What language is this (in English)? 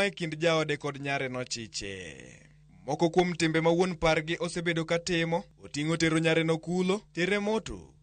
Luo (Kenya and Tanzania)